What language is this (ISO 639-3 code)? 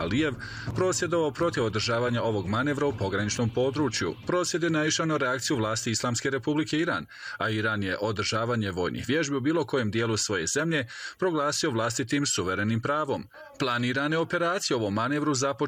bos